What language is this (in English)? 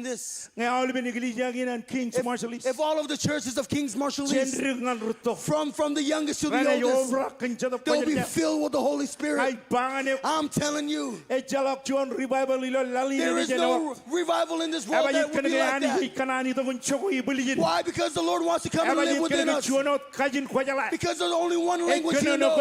Marshallese